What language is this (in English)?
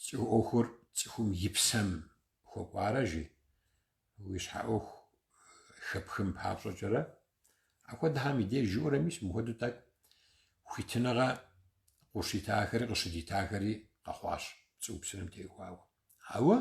Kabardian